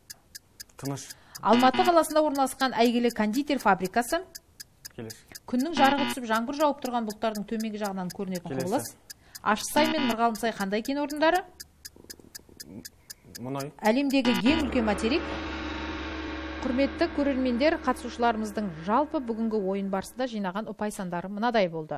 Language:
Kazakh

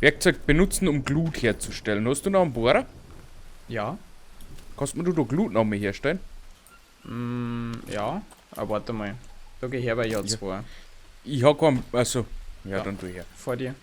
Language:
Bavarian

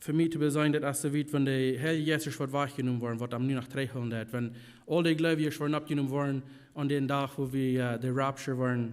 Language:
Plautdietsch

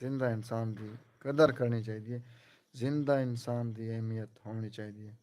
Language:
Saraiki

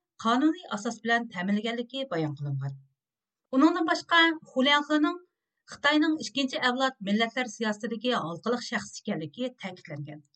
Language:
Uyghur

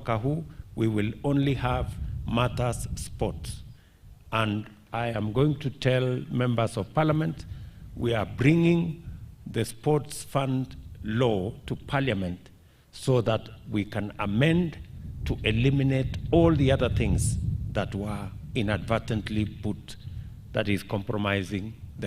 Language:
Gusii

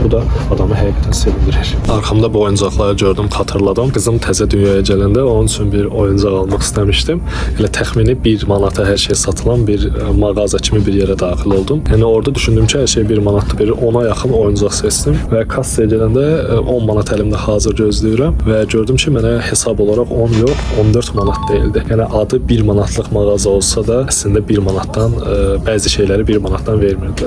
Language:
Azerbaijani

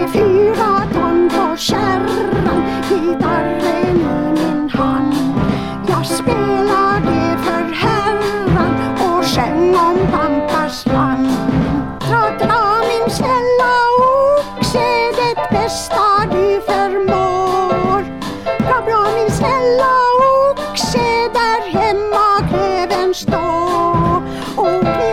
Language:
Swedish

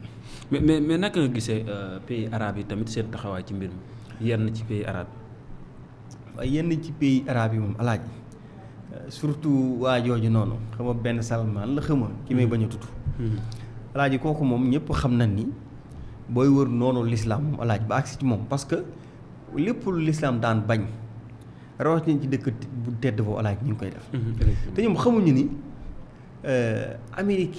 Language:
Wolof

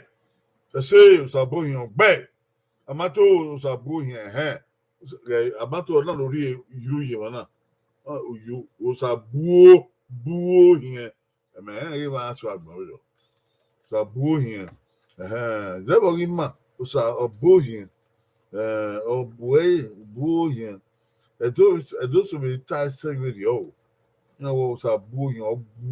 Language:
Bini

